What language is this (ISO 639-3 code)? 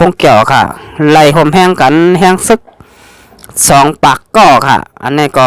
shn